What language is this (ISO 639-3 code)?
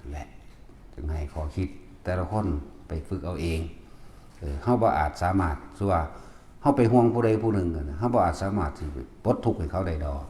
tts